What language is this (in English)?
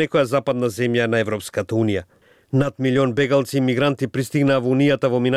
Macedonian